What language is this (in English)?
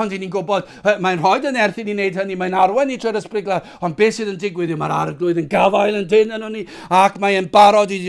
Welsh